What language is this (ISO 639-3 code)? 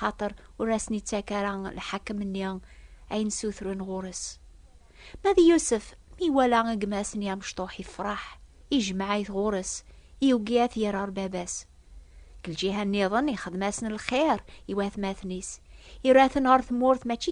kab